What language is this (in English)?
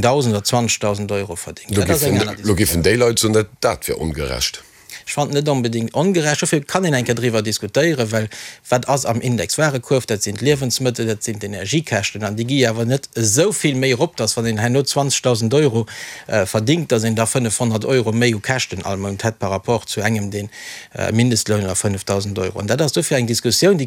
Luxembourgish